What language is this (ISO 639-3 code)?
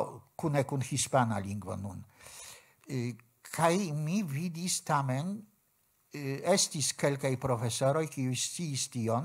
epo